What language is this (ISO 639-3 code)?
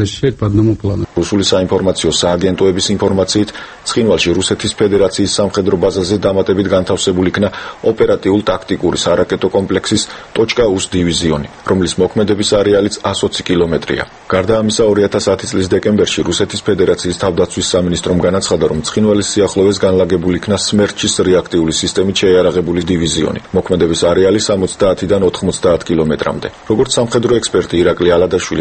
kat